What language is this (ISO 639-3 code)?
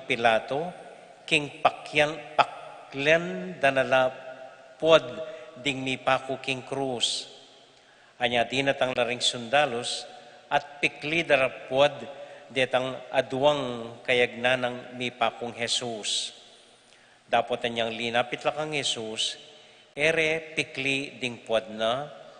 pam